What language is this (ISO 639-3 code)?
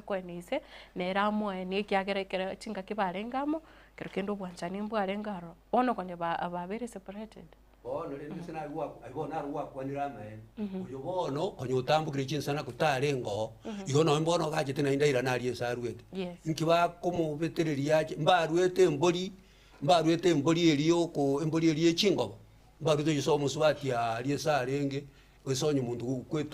guz